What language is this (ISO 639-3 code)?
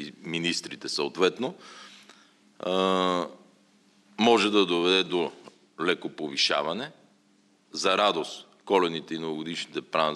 bul